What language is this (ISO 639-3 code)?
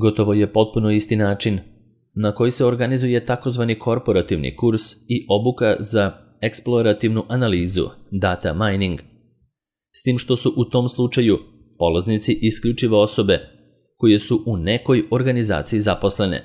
srp